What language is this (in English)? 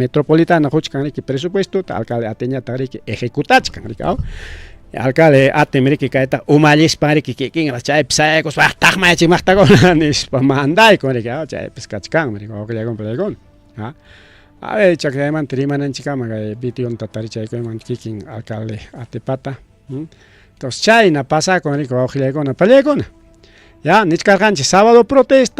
Ayacucho Quechua